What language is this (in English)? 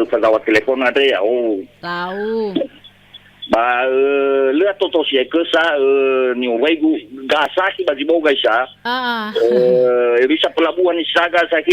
Nias